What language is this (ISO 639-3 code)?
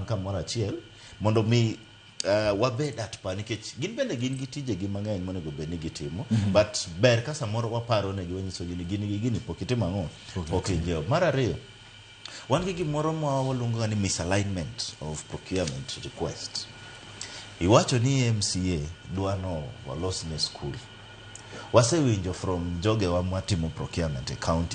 luo